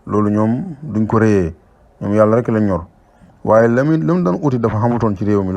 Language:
Wolof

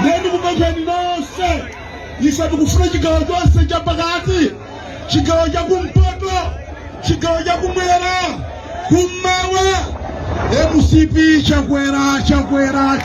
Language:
Nyanja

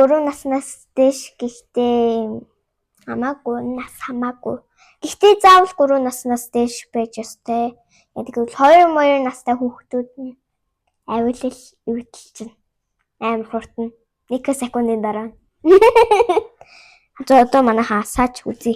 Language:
Mongolian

